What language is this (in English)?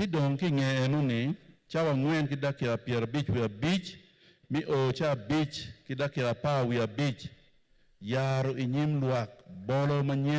Acoli